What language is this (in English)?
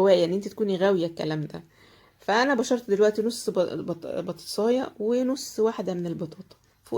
Egyptian Arabic